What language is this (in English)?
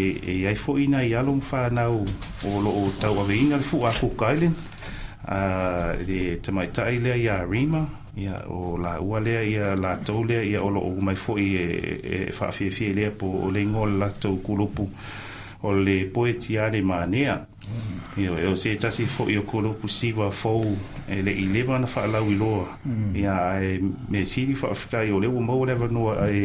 Samoan